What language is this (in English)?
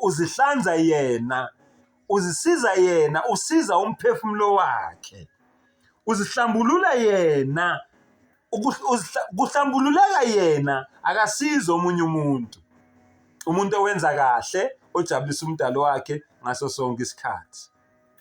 Zulu